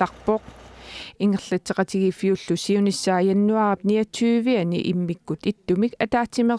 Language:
Kalaallisut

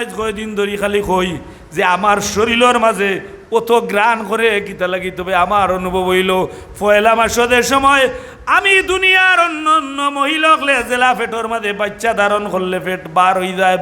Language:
Sylheti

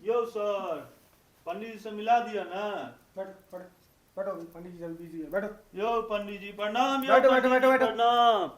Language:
Maithili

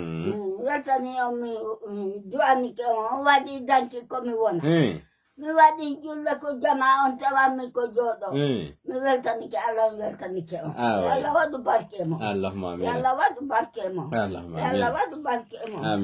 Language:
Fula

